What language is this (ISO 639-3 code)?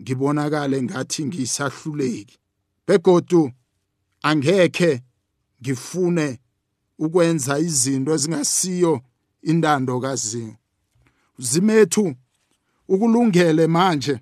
nbl